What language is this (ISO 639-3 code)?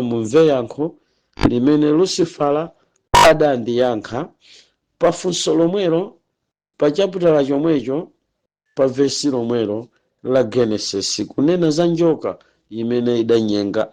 nya